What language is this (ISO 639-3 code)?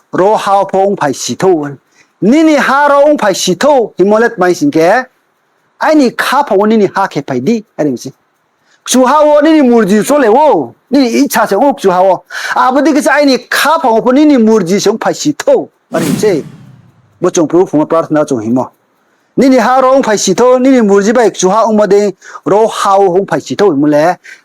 ria